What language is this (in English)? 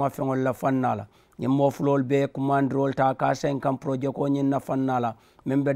Mandingo